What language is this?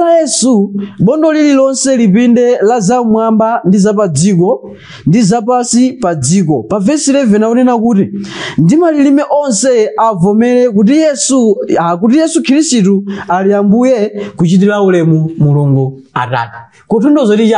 Nyanja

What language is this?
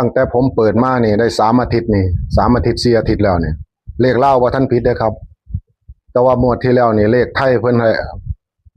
Northeastern Thai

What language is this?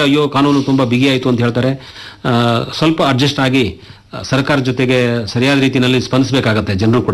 Kannada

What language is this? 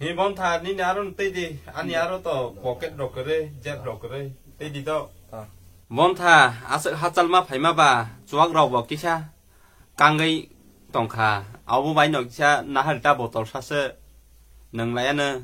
Kok Borok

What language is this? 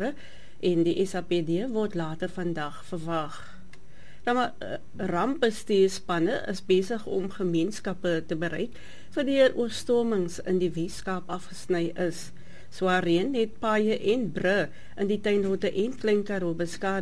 Afrikaans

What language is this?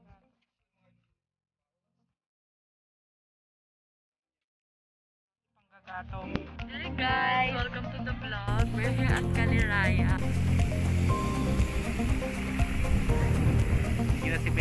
Filipino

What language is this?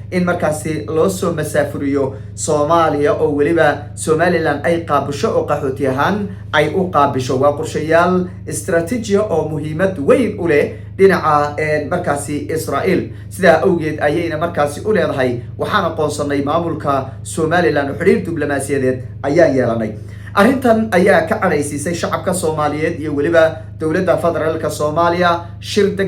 Somali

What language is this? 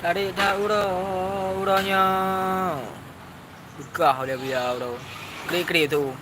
Achinese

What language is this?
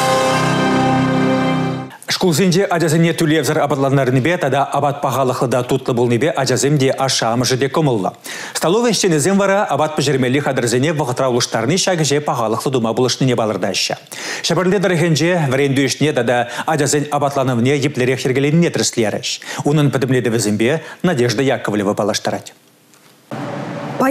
Chuvash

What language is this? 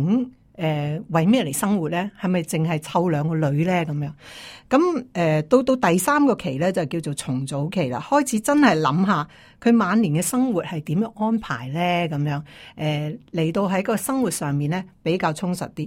Cantonese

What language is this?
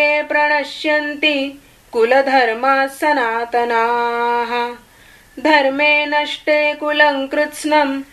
Sanskrit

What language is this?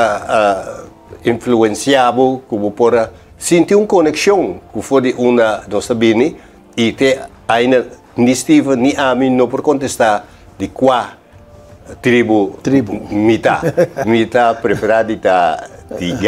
Papiamento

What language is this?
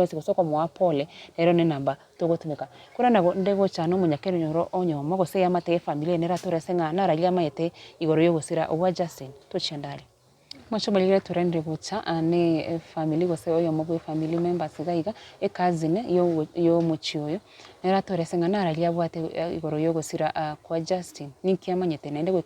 Gusii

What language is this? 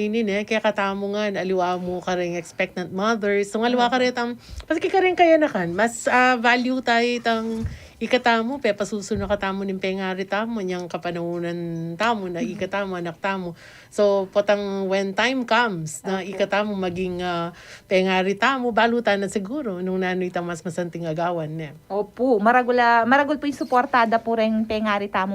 Pampanga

